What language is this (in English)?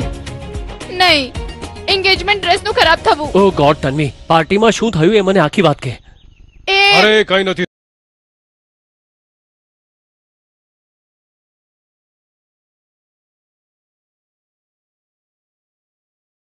Gujarati